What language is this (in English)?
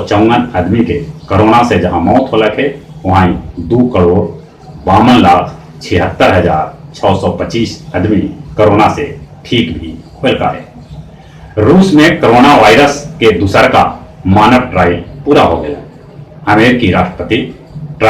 Magahi